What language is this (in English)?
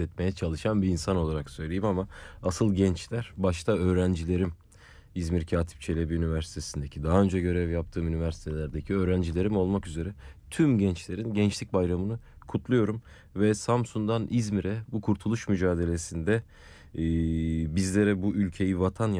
Turkish